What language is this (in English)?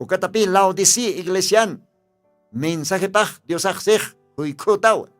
Aymara